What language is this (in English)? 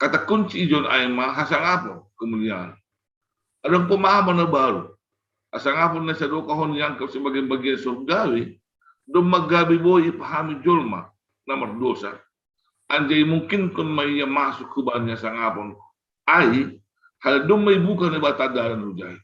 Batak Simalungun